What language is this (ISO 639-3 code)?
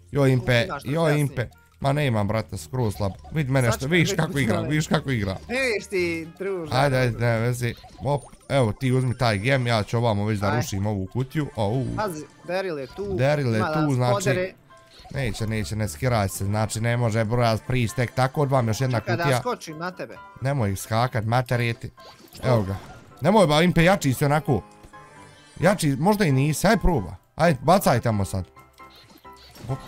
bos